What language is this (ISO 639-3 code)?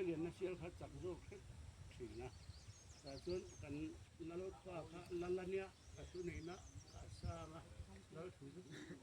lus